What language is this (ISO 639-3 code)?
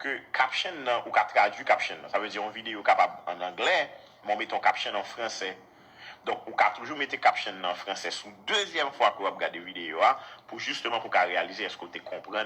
hat